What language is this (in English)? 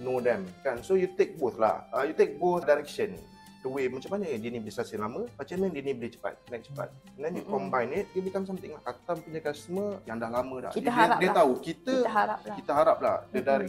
Malay